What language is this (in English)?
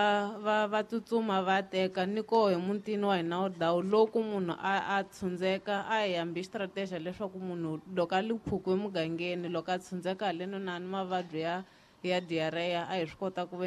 Tsonga